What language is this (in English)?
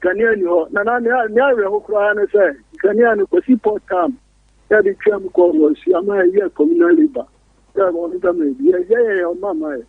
Akan